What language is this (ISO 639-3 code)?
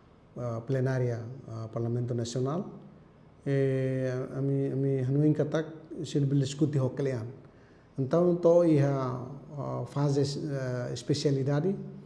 tet